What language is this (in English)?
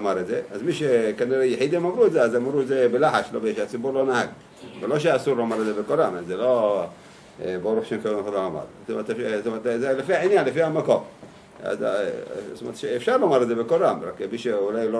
Hebrew